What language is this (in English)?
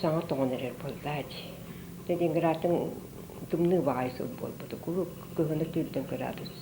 Yakut